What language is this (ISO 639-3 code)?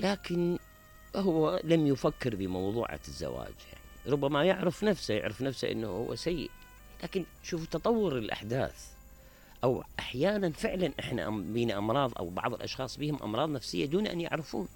acm